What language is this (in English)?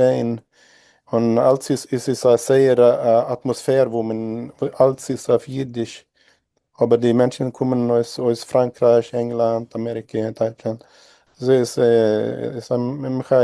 Yiddish